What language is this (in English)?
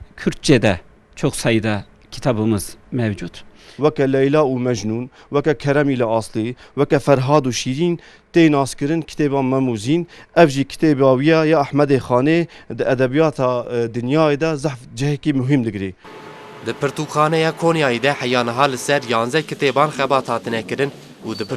Kurdish